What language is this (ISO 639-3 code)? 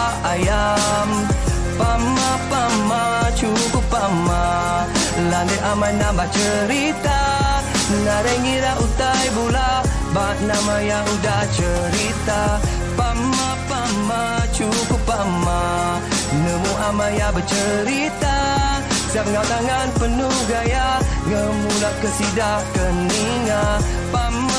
iba